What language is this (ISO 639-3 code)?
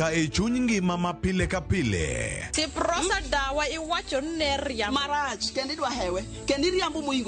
luo